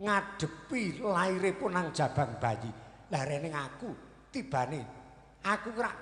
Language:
Javanese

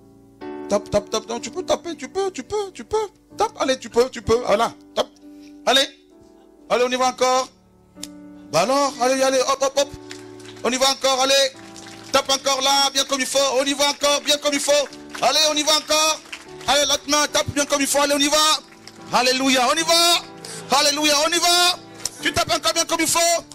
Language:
French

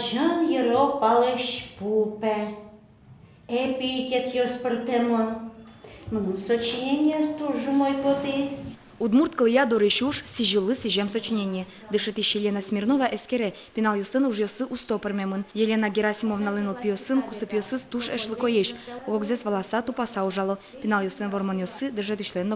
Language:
Udmurt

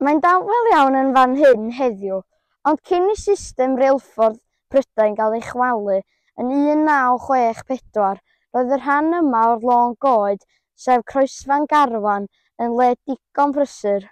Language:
Welsh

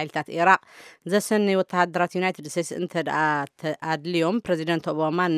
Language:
Tigrinya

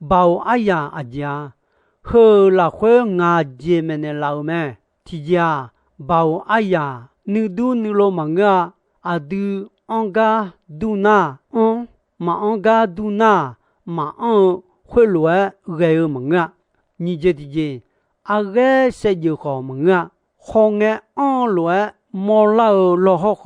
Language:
Akha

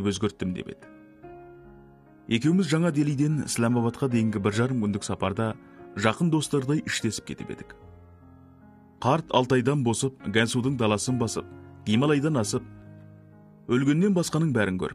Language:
Kazakh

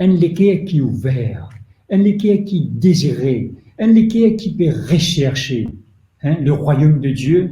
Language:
Morisyen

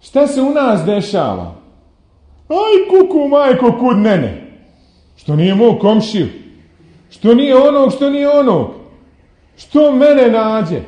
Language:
Bosnian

